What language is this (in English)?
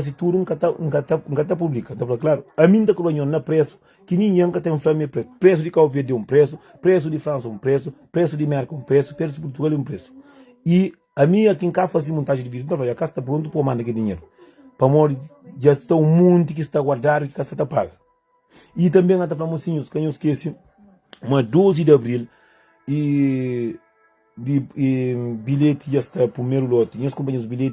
Kabuverdianu